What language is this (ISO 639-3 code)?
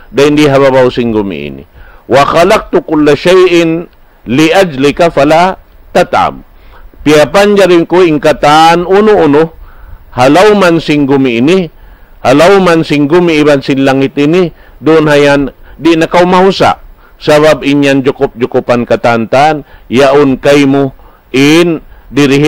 tsg